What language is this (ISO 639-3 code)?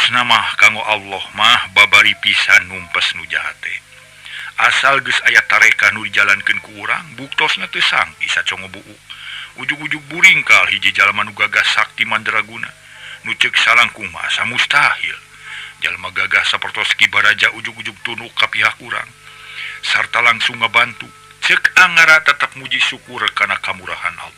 sun